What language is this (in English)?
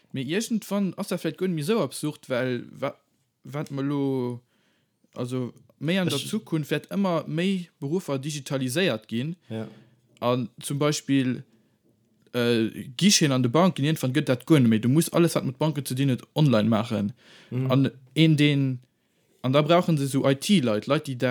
Luxembourgish